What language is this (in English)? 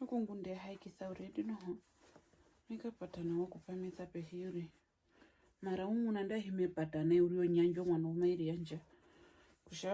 Herero